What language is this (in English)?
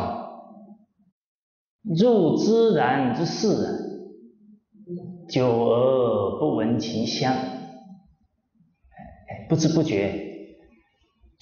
Chinese